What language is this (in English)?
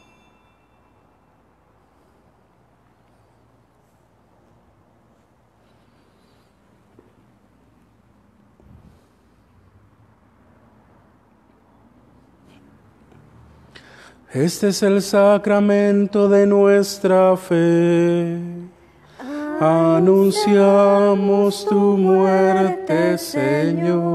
Spanish